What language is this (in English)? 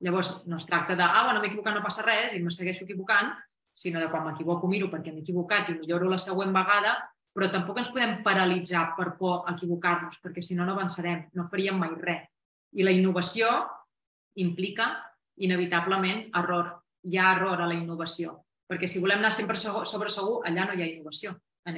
Catalan